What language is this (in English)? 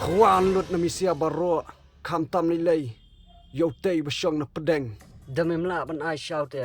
Khasi